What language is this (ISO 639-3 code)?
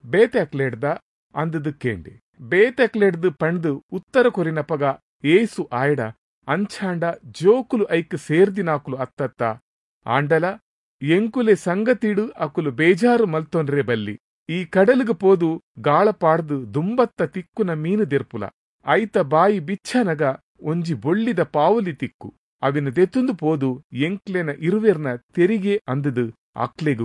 tcy